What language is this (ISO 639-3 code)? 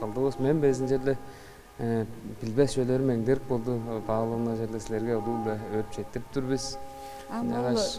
tyv